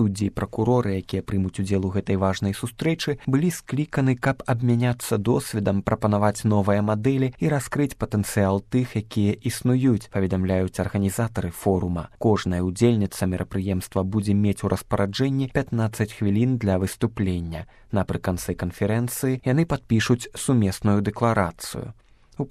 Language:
Belarusian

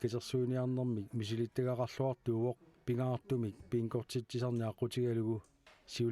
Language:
Kalaallisut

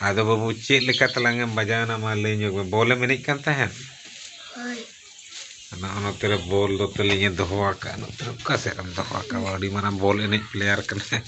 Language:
Santali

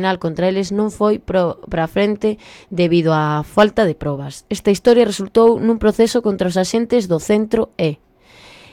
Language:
Galician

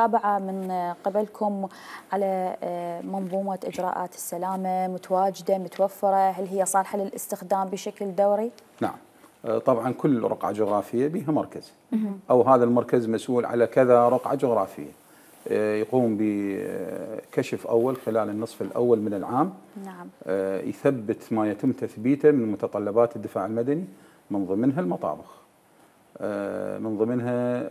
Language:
Mesopotamian Arabic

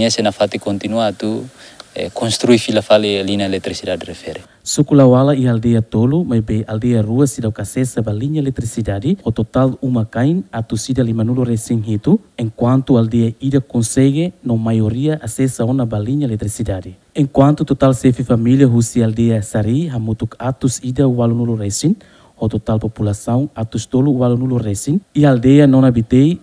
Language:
Tetum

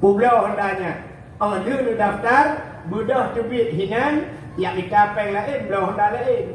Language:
Achinese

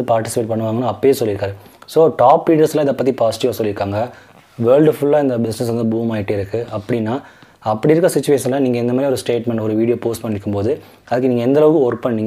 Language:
Tamil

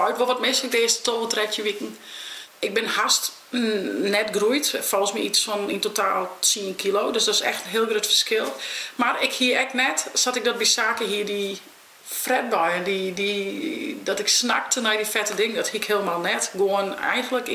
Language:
Western Frisian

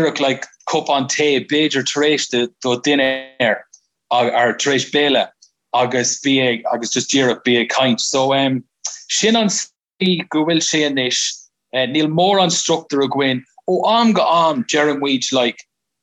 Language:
Irish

